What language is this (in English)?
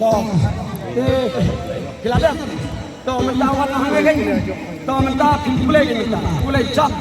Khasi